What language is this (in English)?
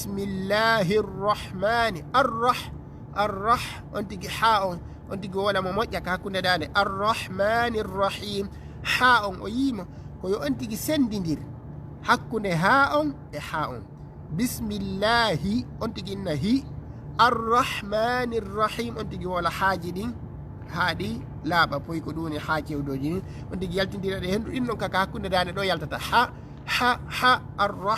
Fula